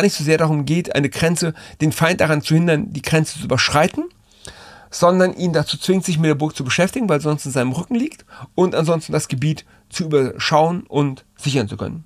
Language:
German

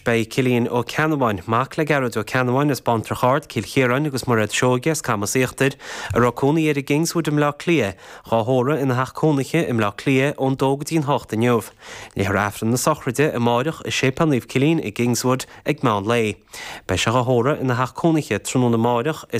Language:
Irish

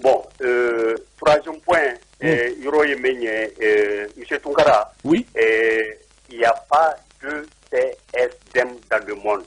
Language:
Bambara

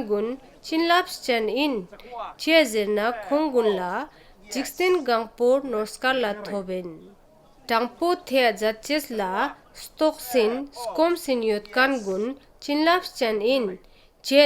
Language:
Ladakhi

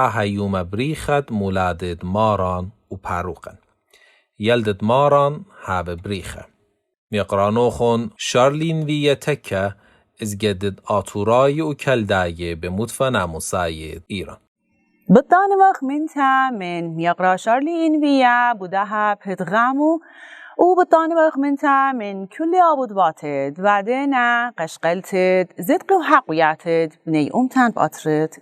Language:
Assyrian Neo-Aramaic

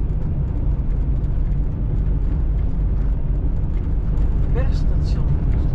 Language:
Dutch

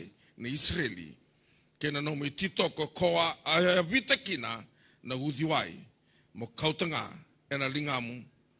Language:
Fijian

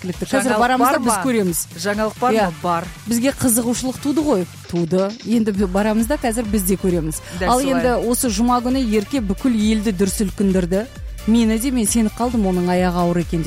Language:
Kazakh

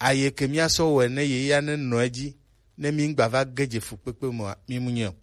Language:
Gen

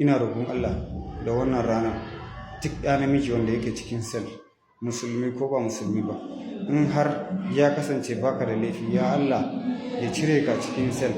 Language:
Hausa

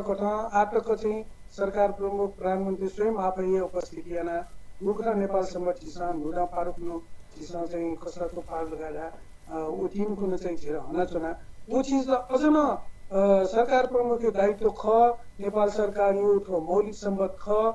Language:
Newari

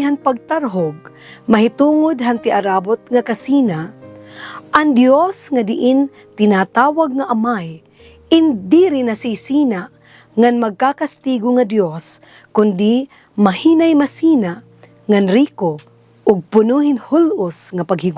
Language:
Waray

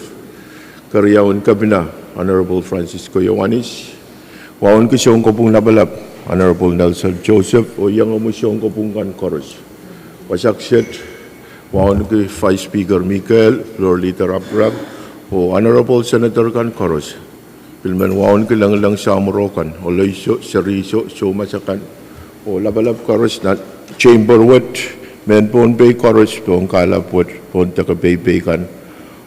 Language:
Pohnpeian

